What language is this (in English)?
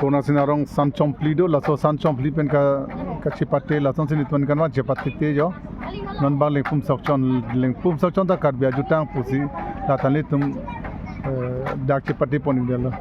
Karbi